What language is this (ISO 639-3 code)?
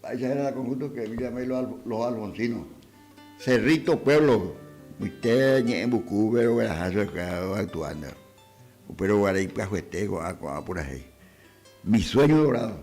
grn